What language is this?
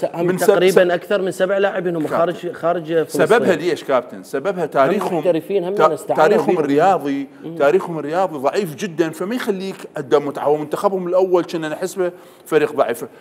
Mesopotamian Arabic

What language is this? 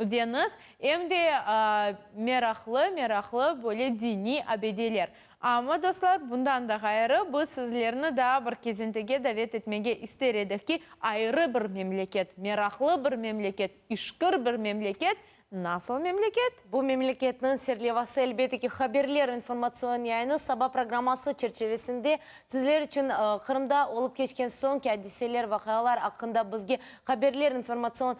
Crimean Tatar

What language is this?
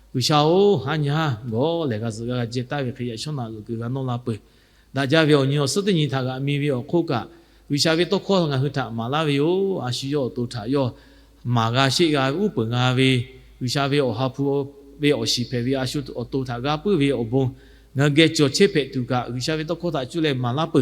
Lahu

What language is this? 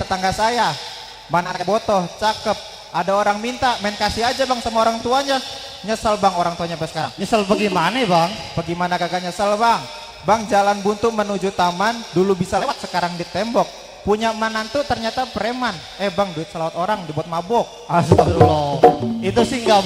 Betawi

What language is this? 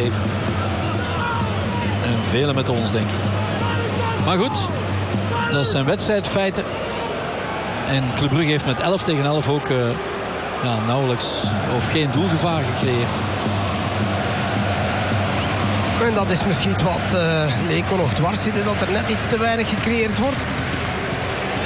Dutch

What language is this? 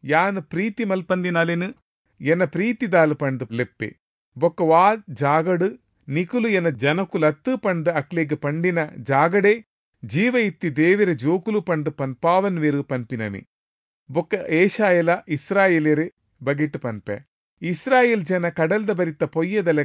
Tulu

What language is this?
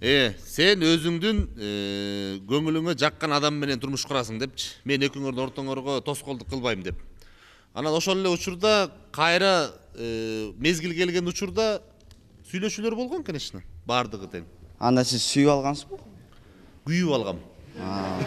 Kyrgyz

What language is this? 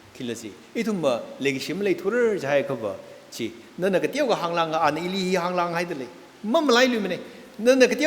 Tangkhul Naga (India)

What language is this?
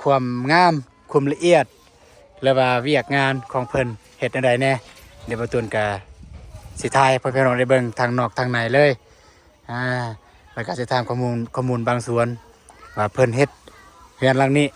Lao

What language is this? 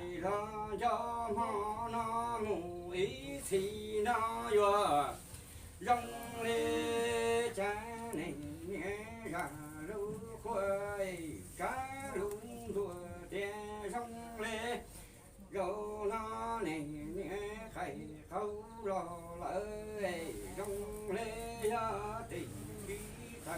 Hmong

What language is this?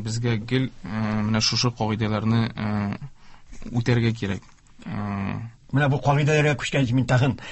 Tatar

